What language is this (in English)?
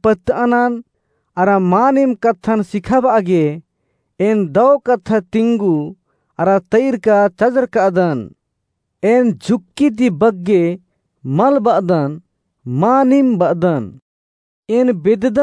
Kurukh